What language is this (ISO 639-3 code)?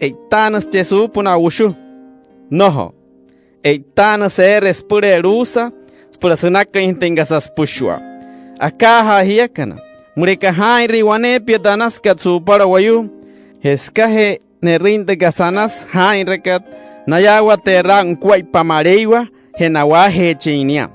guc